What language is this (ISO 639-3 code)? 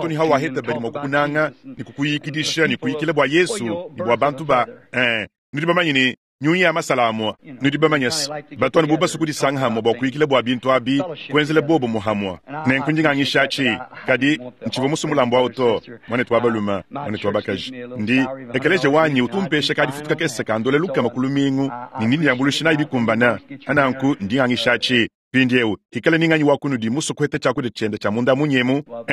lua